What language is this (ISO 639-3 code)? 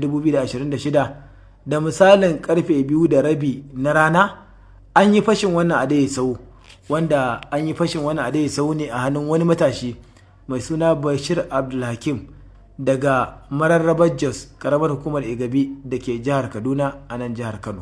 hau